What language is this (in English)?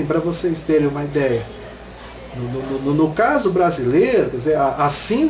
Portuguese